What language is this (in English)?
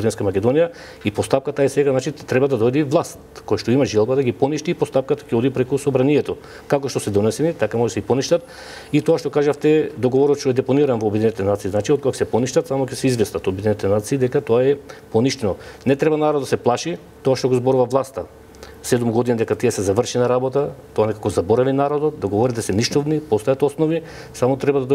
Macedonian